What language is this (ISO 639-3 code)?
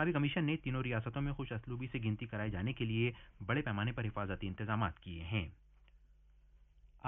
urd